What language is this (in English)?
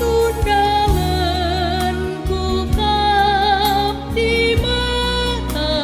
Batak Karo